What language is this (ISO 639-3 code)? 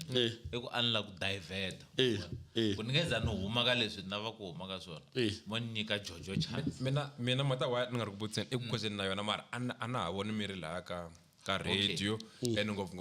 tso